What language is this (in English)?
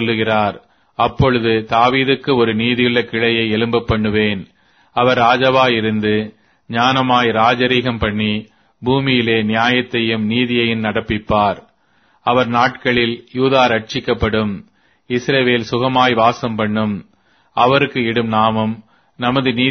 Tamil